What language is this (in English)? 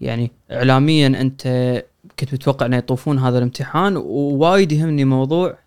Gulf Arabic